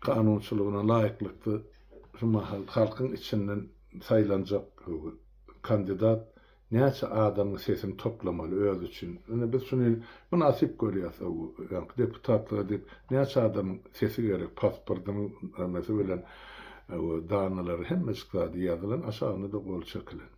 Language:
Turkmen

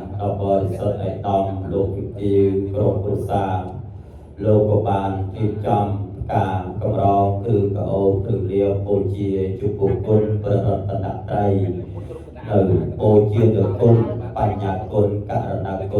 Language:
Khmer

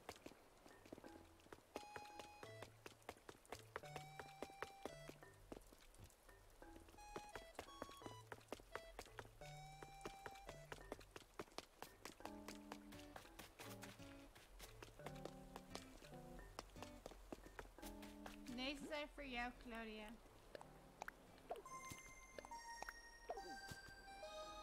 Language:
Dutch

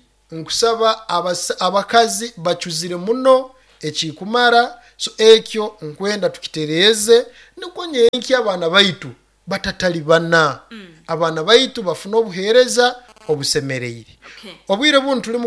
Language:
Nyoro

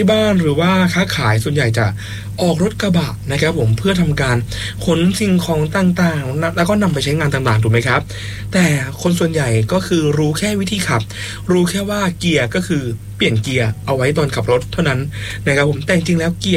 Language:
Thai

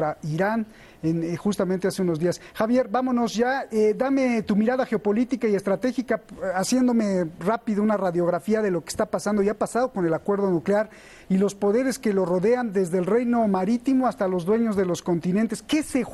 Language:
Spanish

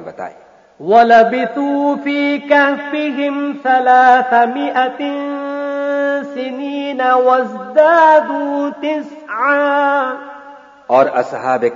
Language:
Urdu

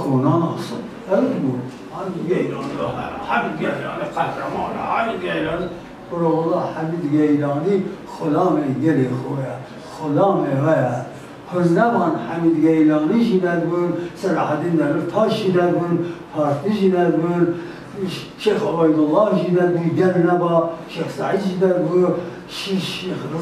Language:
Kurdish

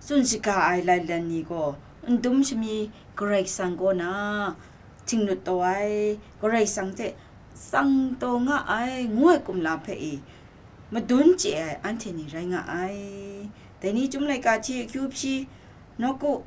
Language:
Kachin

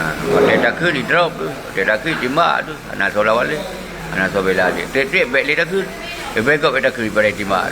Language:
Achinese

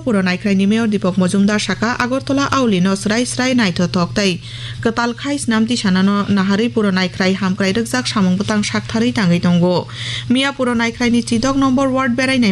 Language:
Kok Borok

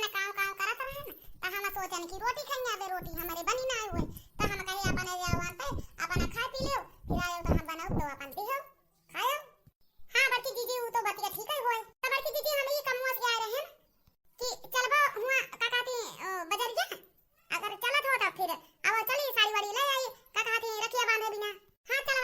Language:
Awadhi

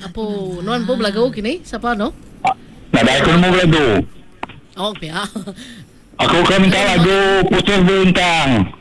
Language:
Iban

